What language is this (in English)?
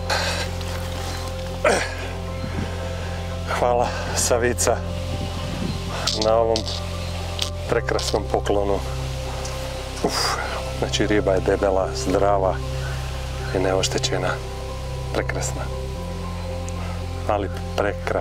Croatian